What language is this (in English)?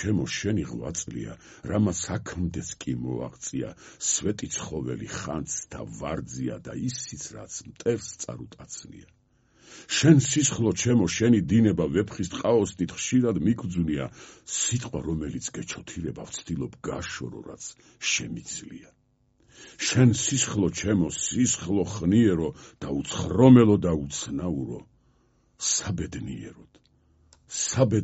Georgian